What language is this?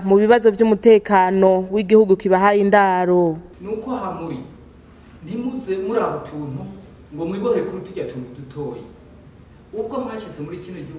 Rundi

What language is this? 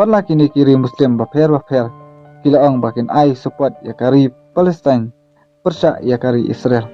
Khasi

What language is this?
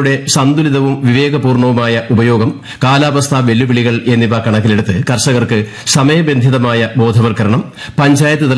Malayalam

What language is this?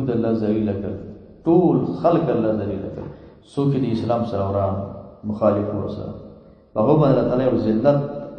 Pashto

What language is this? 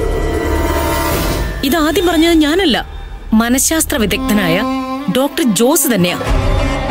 Malayalam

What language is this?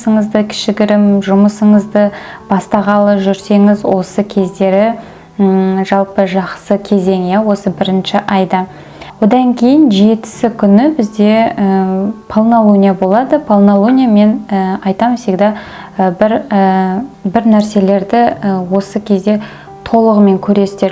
Kazakh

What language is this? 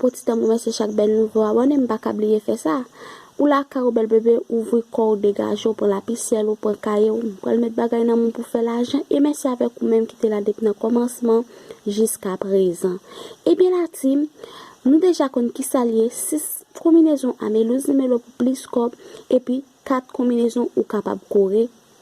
Haitian Creole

